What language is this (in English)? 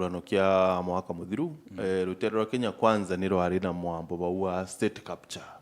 Meru